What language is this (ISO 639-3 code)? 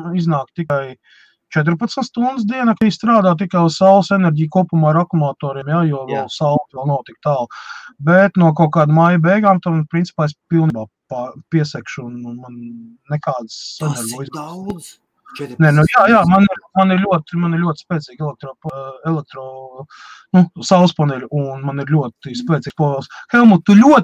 lav